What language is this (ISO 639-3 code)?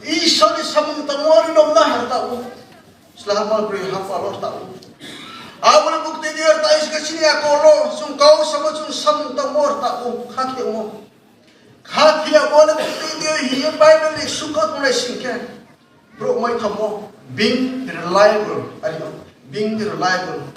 ria